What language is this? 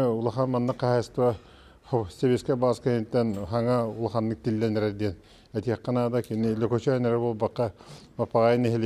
Yakut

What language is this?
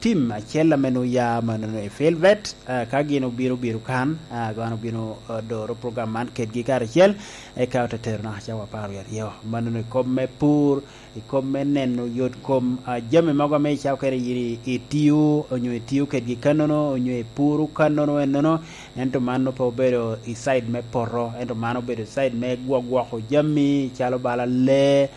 Lango (Uganda)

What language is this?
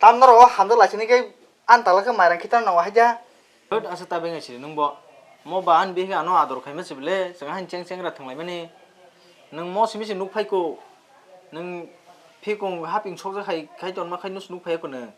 Kok Borok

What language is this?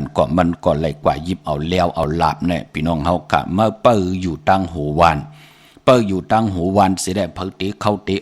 Shan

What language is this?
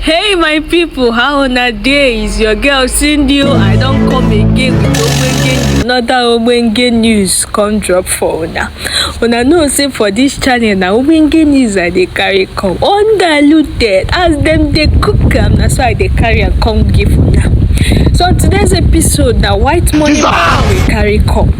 Nigerian Pidgin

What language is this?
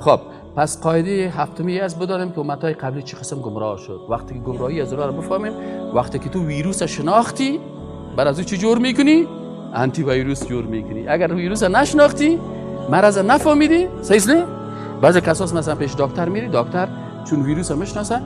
Persian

